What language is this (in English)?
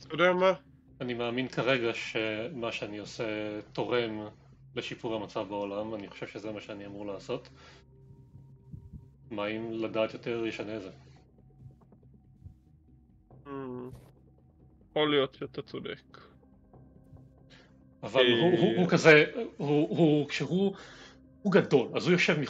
Hebrew